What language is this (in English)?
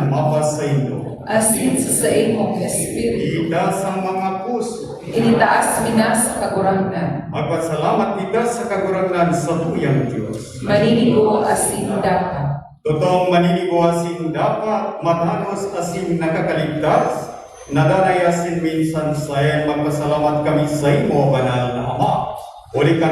Bikol